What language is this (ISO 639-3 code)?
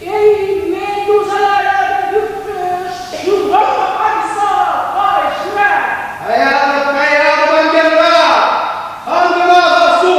chv